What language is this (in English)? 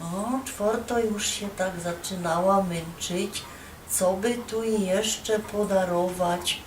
Silesian